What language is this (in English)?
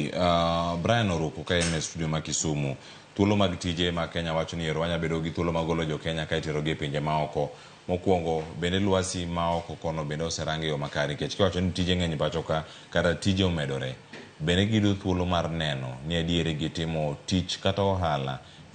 Luo (Kenya and Tanzania)